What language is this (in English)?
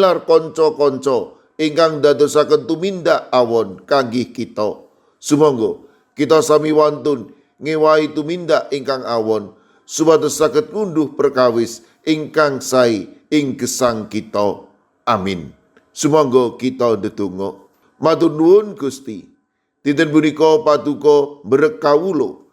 Javanese